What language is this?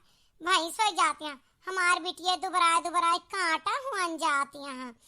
Awadhi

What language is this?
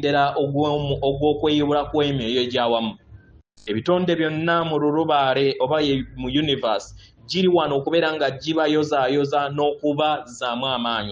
Ganda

